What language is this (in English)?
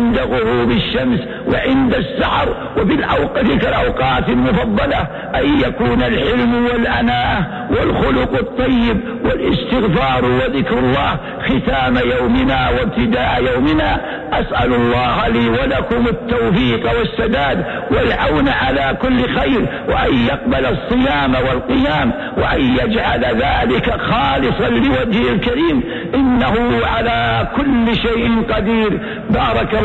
Arabic